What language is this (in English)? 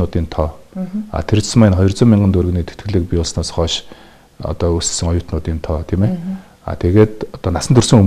Mongolian